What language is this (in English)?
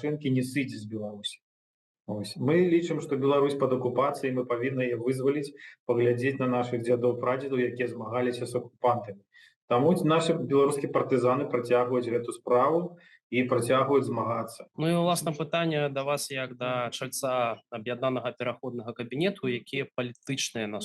Belarusian